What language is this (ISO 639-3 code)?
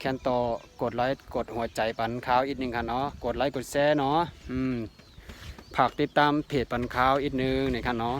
shn